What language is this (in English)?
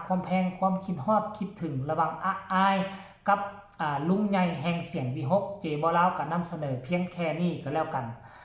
Northeastern Thai